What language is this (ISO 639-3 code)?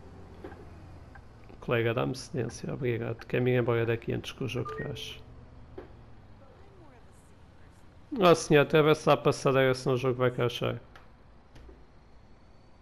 por